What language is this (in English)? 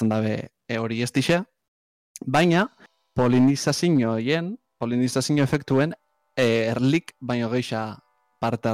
Basque